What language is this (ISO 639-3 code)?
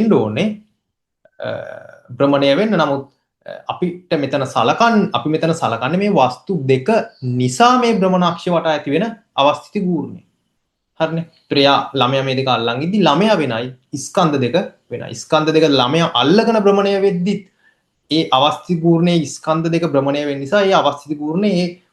sin